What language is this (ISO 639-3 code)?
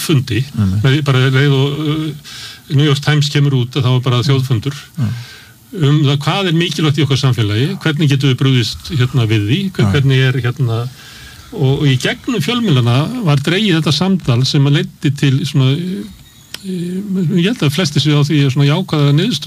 isl